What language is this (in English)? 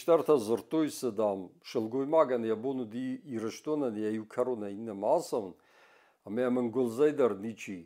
Ossetic